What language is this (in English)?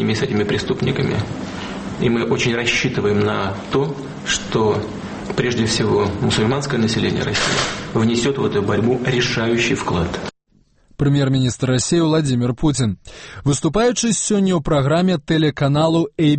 Belarusian